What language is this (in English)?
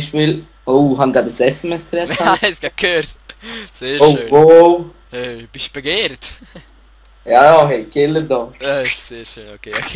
Swiss German